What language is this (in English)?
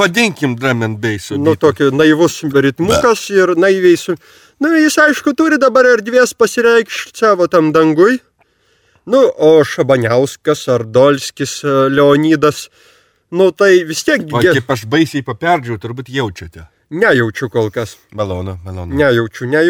Lithuanian